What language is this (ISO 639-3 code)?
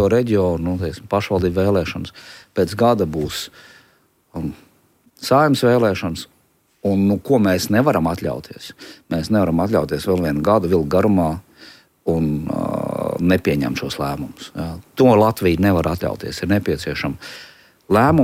lav